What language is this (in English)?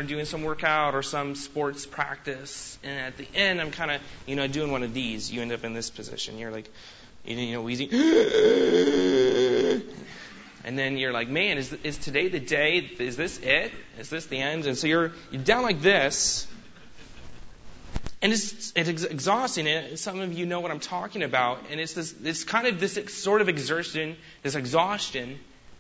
English